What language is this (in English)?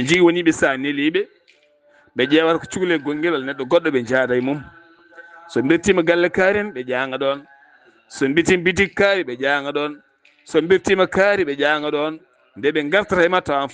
Fula